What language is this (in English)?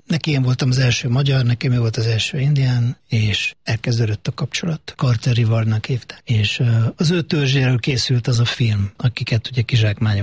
Hungarian